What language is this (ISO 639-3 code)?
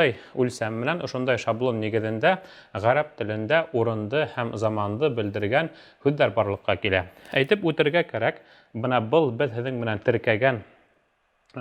bak